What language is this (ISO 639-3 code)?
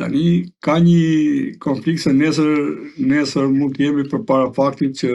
sqi